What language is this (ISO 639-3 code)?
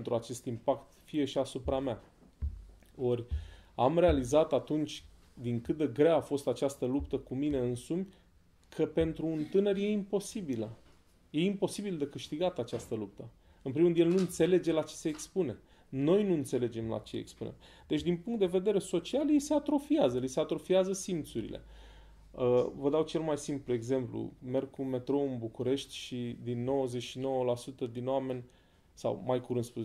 ron